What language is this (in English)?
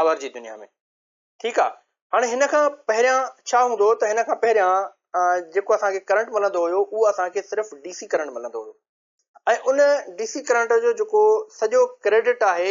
Sindhi